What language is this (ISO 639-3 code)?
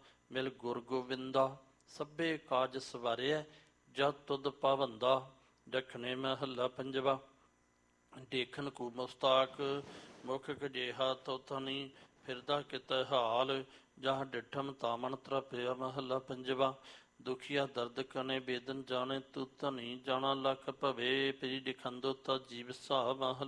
pan